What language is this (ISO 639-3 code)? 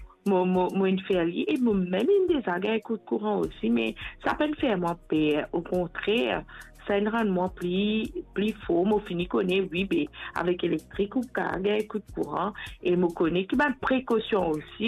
mfe